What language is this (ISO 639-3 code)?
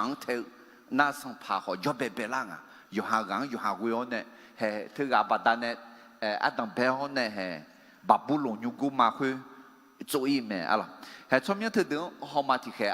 ahk